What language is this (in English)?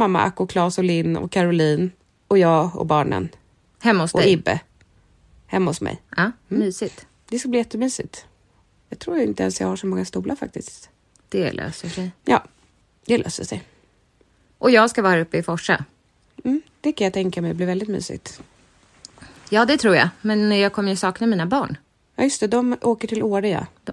Swedish